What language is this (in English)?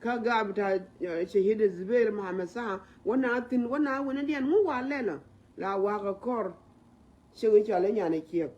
Nuer